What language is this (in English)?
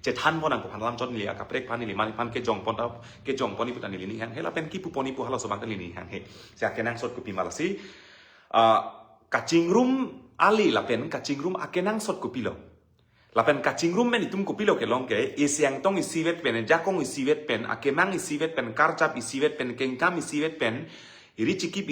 Karbi